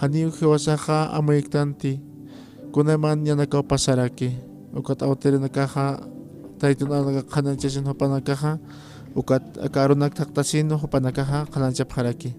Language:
Aymara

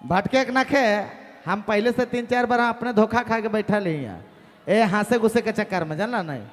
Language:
Sadri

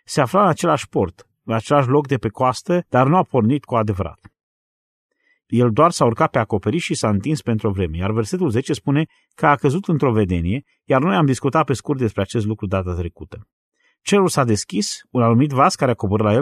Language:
Romanian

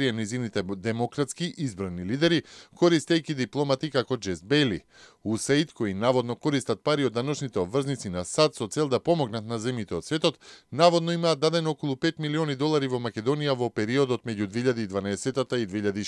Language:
Macedonian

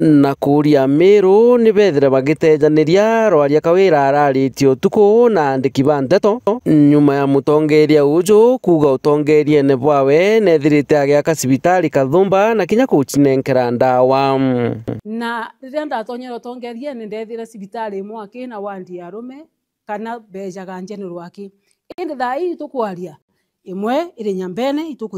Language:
Meru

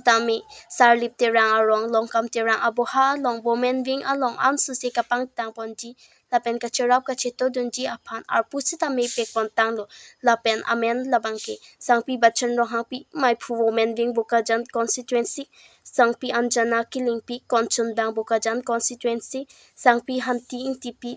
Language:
Karbi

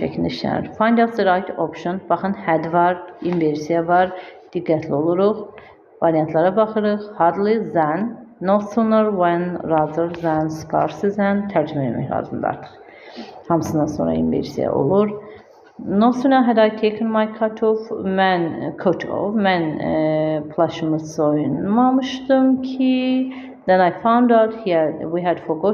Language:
Azerbaijani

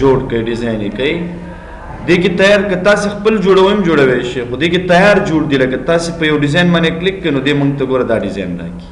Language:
Pashto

